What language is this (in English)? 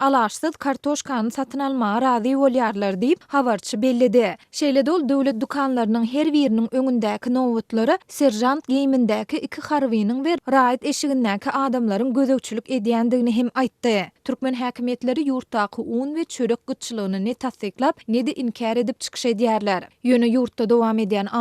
Turkmen